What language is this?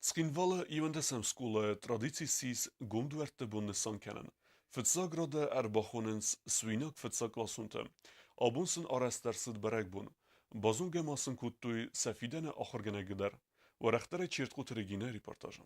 Ossetic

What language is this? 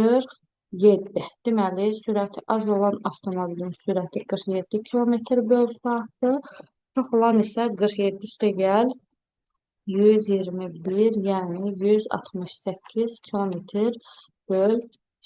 Azerbaijani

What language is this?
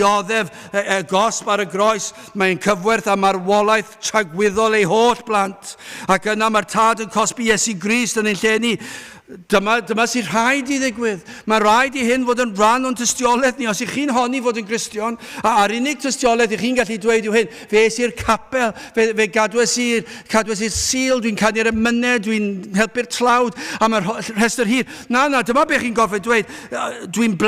Welsh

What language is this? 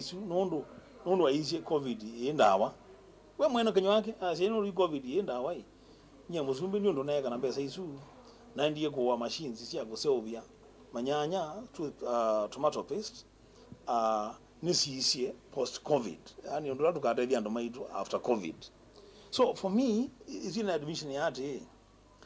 Kamba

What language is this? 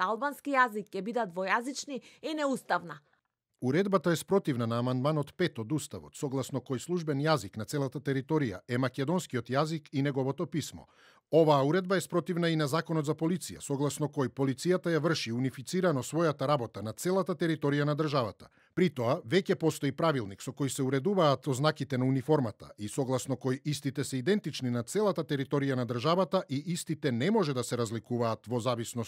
Macedonian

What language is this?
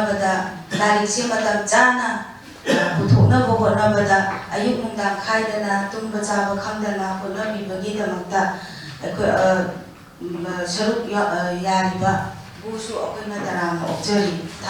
Manipuri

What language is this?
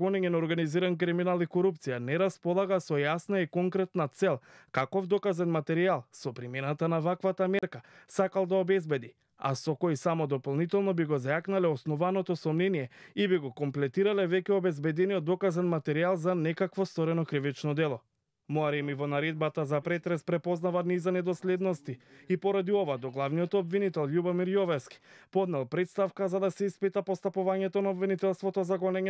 Macedonian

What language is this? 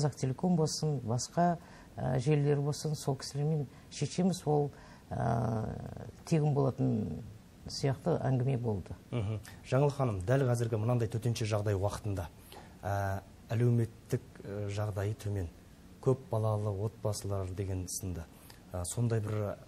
Kazakh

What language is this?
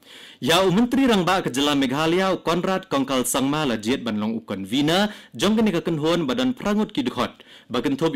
Khasi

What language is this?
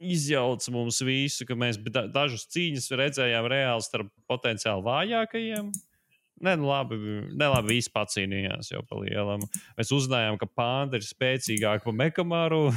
Latvian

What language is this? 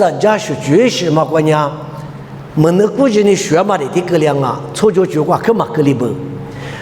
Lisu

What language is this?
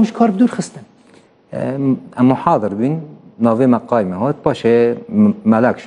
Kurdish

